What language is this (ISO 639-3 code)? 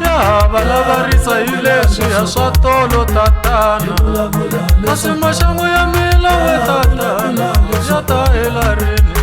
tso